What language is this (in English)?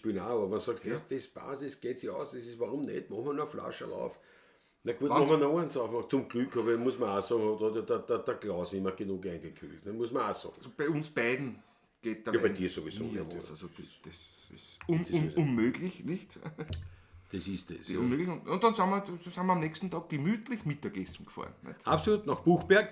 Bavarian